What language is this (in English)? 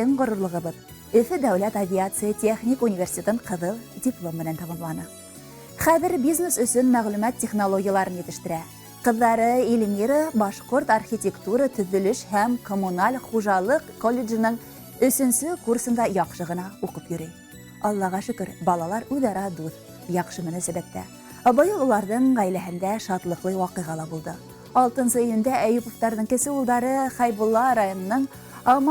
Bashkir